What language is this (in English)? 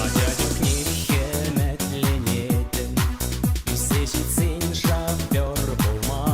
Chuvash